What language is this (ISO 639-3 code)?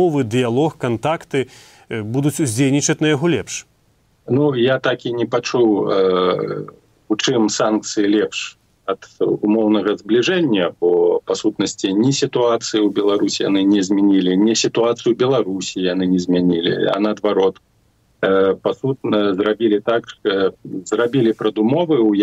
bel